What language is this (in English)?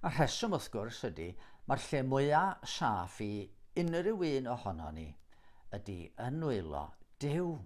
Welsh